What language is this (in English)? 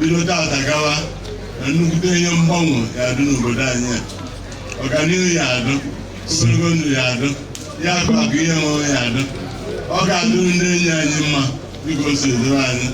Igbo